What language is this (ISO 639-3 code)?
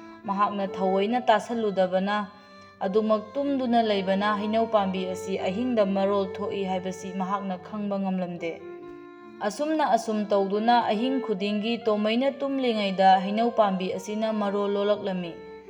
mni